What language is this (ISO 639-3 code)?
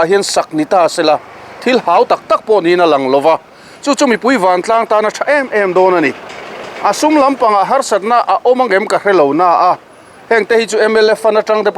lus